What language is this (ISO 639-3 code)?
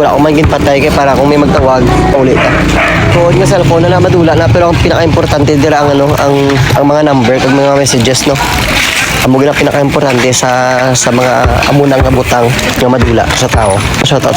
hil